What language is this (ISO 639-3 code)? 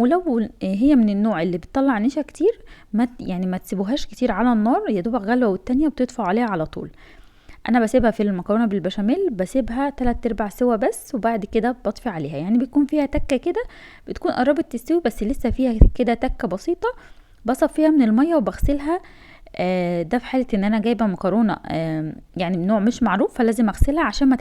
arz